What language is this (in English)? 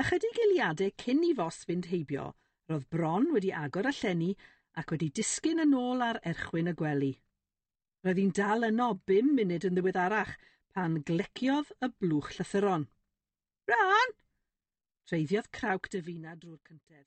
Welsh